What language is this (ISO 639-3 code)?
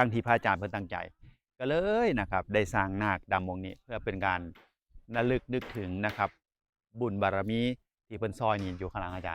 tts